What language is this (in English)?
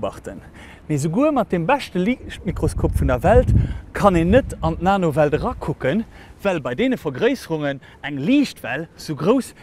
Luxembourgish